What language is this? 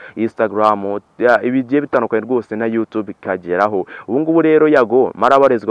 Kinyarwanda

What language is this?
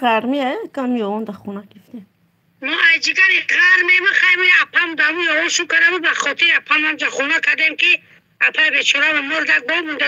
Tajik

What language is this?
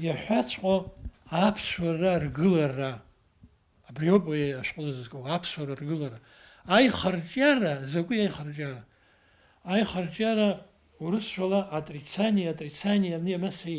Abkhazian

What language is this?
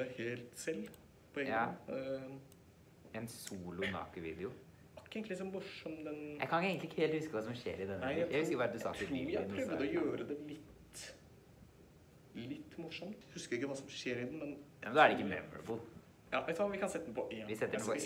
Norwegian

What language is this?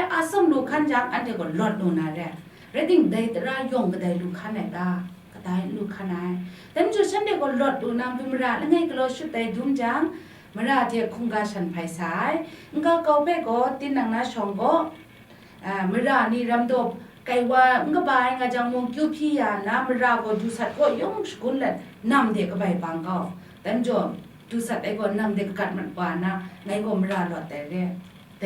Kachin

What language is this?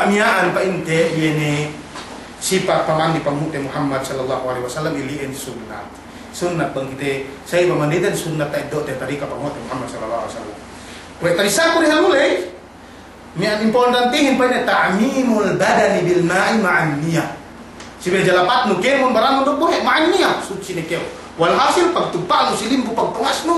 Yakan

